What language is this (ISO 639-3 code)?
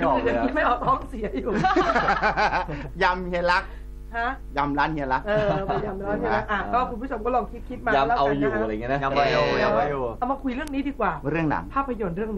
tha